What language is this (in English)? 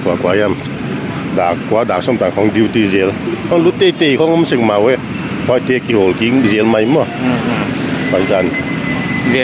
Paite Chin